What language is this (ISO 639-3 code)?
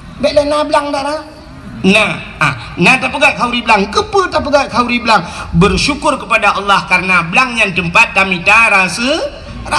ace